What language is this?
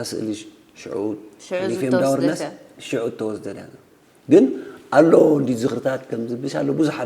Tigrinya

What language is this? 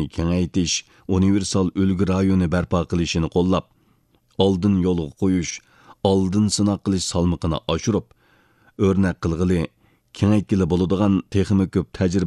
Uyghur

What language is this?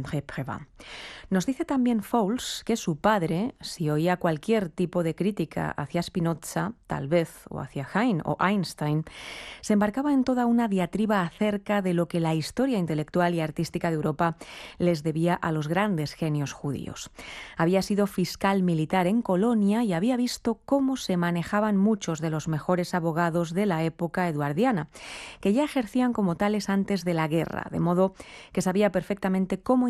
Spanish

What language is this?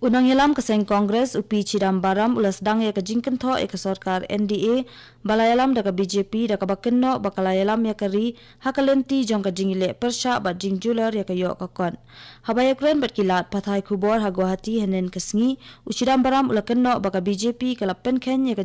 Khasi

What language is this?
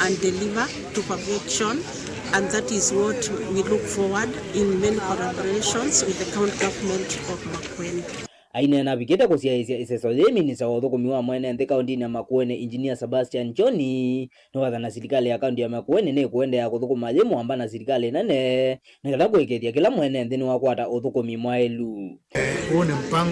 Kamba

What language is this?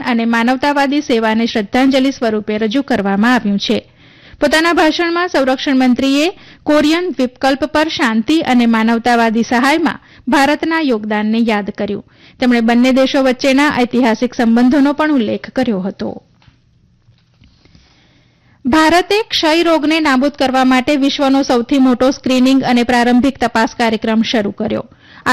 Gujarati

